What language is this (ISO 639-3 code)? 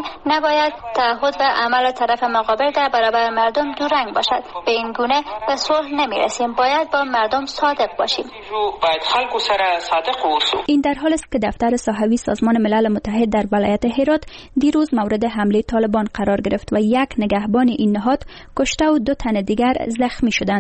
fas